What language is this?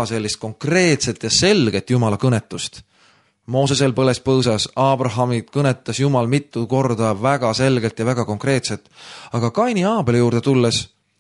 Estonian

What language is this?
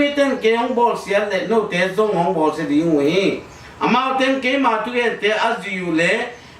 Tedim Chin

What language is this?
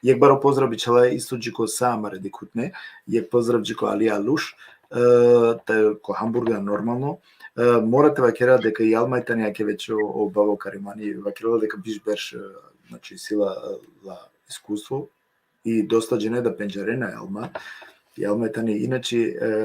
Balkan Romani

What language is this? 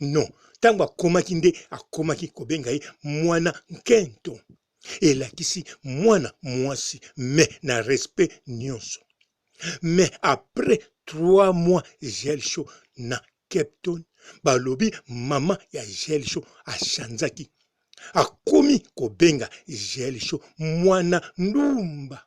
Lingala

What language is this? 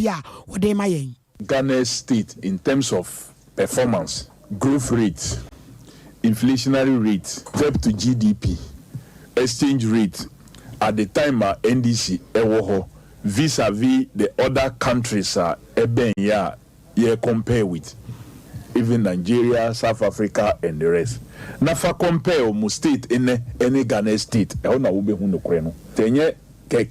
Akan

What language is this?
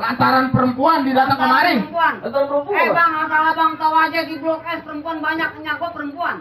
Betawi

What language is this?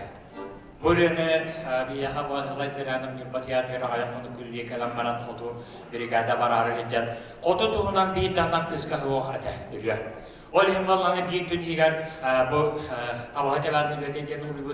Yakut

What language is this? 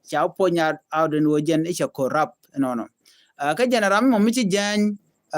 Nuer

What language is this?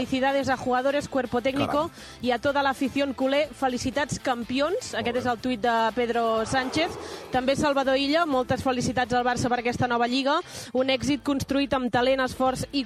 Catalan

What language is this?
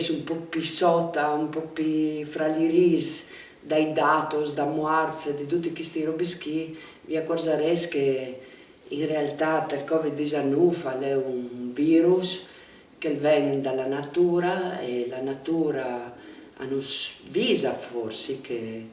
Friulian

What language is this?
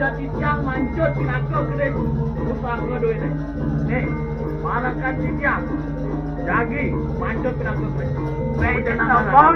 Balinese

